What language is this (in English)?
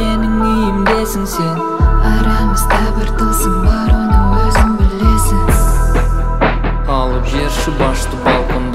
Kazakh